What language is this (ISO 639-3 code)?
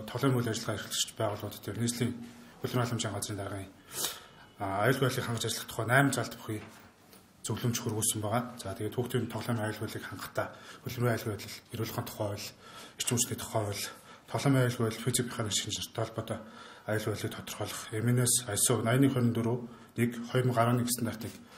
mon